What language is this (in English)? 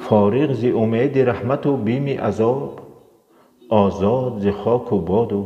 Tajik